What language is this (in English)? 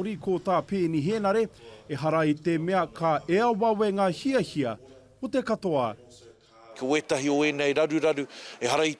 Māori